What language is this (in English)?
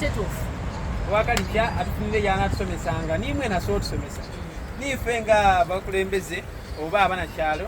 Soga